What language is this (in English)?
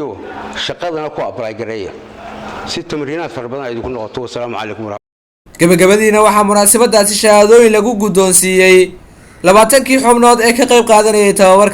Somali